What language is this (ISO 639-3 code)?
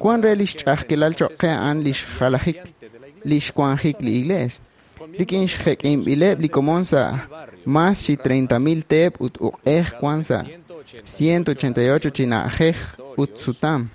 kek